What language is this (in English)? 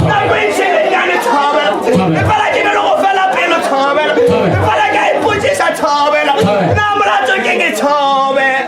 Northern Sotho